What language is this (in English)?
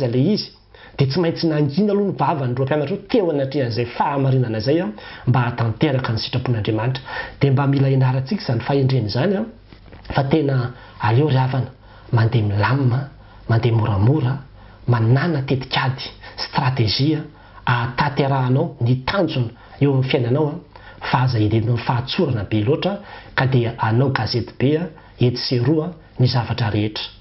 Malagasy